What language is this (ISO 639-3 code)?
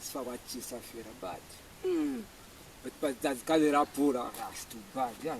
loz